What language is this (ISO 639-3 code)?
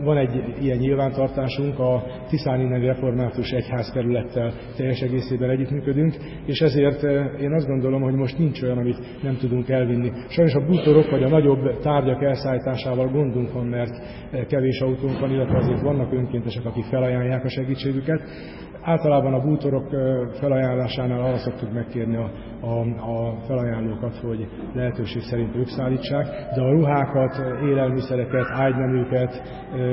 hun